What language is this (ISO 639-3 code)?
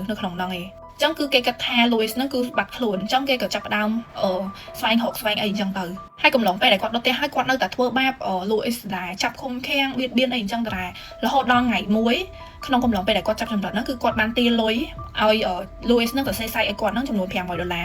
khm